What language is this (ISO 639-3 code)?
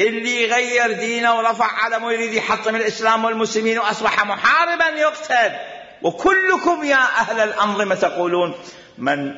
acm